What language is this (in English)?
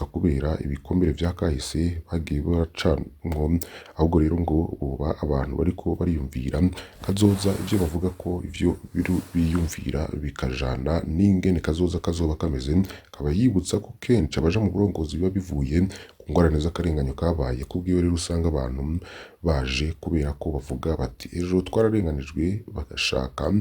Rundi